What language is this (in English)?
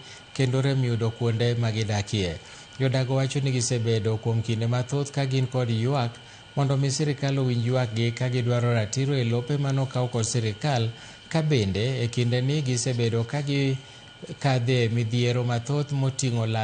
Luo (Kenya and Tanzania)